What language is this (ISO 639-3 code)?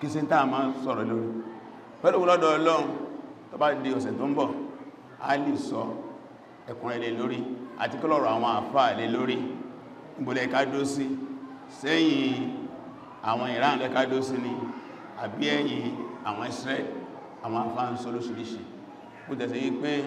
yor